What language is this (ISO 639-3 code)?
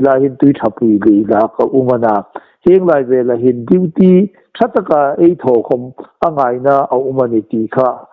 hmr